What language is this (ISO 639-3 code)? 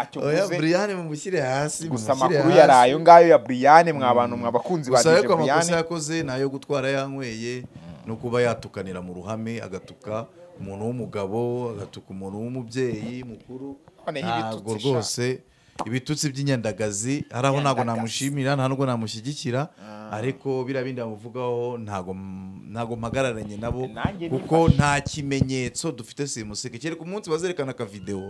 kin